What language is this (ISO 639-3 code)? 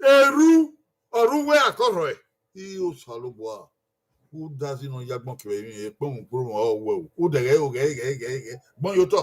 bin